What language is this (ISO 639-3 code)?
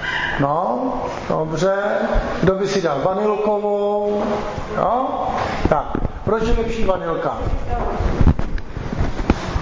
ces